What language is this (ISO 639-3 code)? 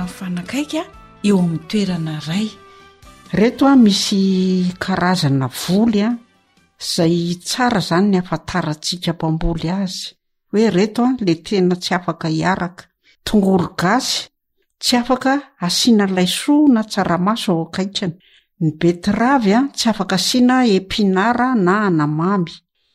mlg